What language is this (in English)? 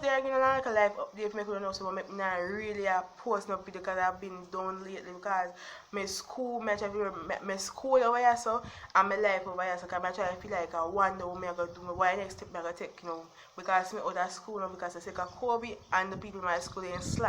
Jamaican Creole English